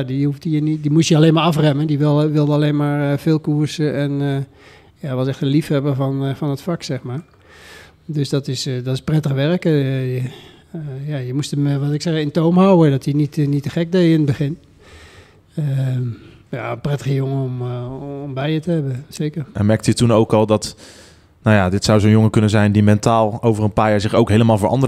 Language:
Dutch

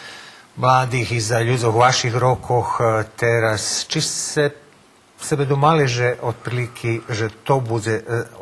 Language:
Rusyn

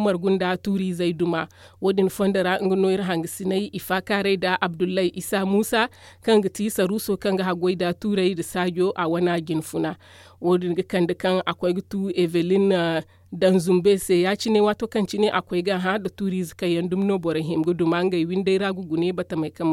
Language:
Zarma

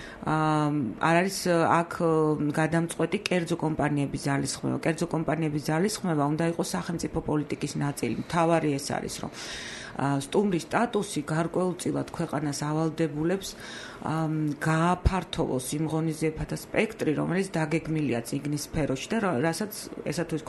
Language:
Georgian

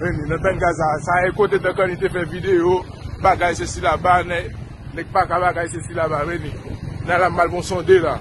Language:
Haitian Creole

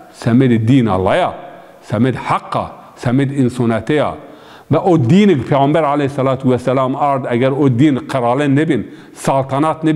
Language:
Zaza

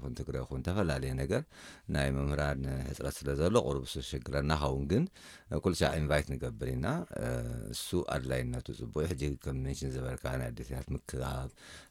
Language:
Tigrinya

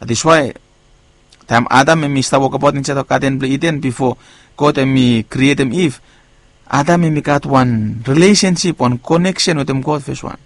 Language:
Bislama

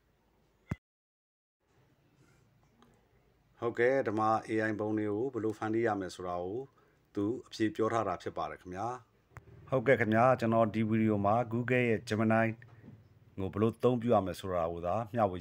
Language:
Burmese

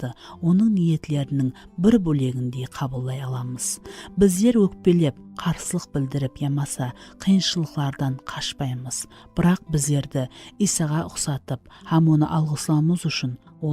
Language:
Kara-Kalpak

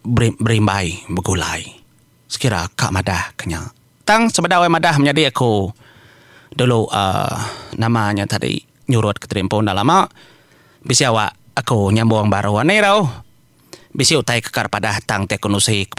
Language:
Iban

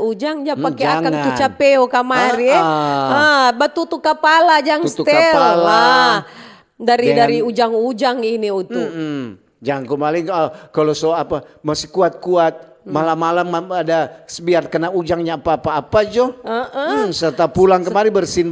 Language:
Manado Malay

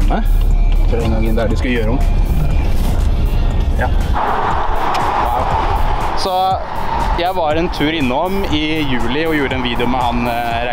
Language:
Norwegian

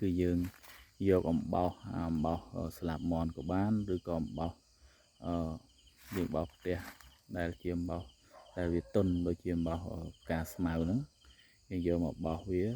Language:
Khmer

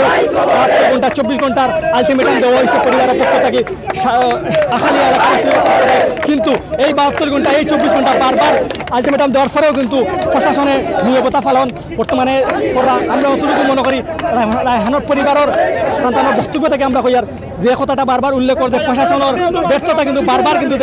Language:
Sylheti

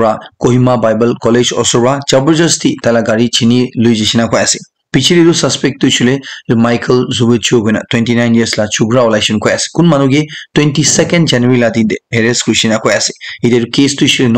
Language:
Naga Pidgin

